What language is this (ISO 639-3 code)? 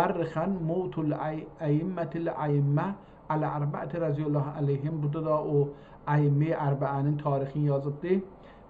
azb